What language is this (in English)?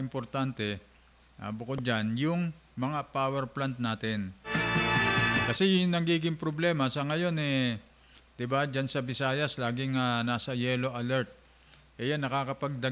Filipino